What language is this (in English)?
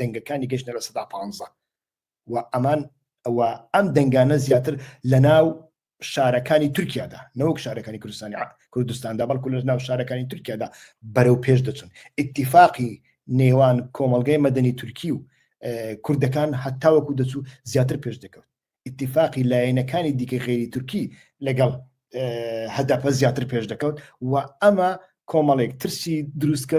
Central Kurdish